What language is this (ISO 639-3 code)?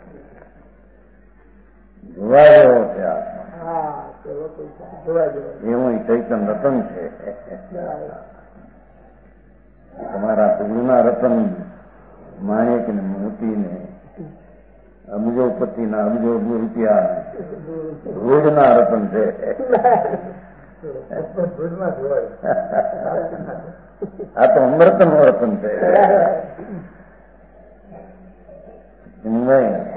guj